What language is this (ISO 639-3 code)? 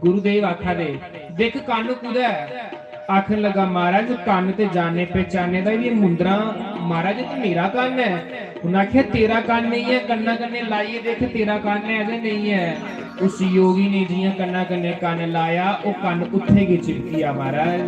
doi